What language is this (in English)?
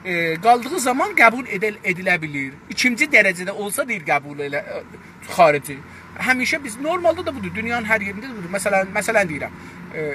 South Azerbaijani